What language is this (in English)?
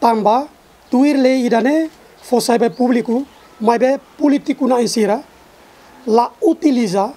Tetum